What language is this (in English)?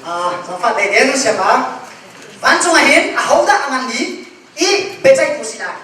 Hakha Chin